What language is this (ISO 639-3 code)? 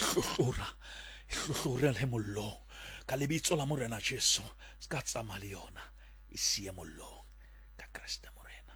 sot